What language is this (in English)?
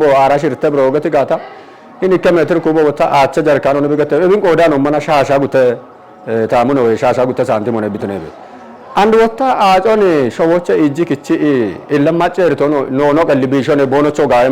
Kafa